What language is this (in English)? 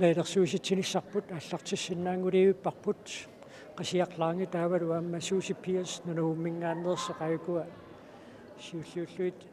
Kalaallisut